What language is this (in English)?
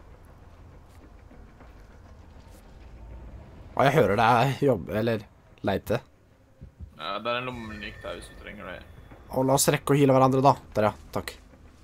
Norwegian